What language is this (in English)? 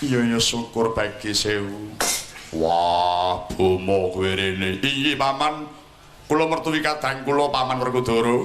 Javanese